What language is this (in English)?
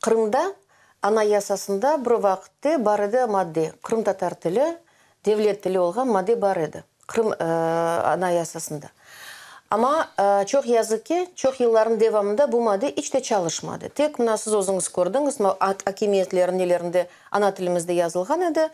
Crimean Tatar